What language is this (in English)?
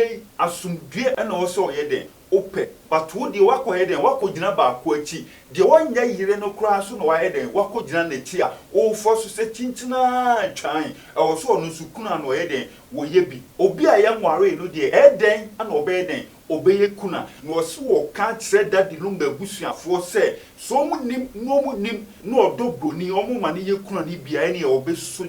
Akan